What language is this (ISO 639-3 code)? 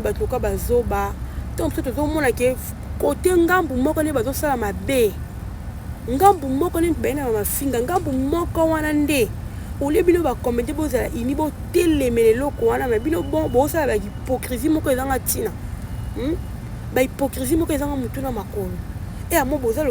lin